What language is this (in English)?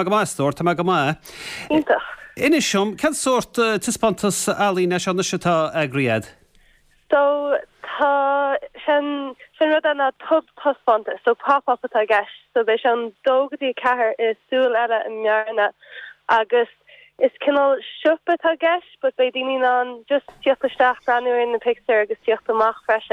Irish